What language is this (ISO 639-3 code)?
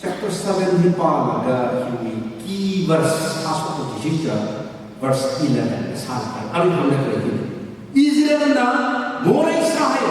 nmf